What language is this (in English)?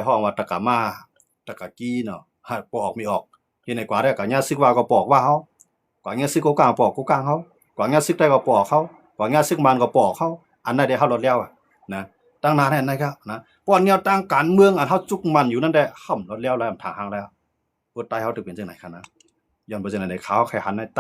Shan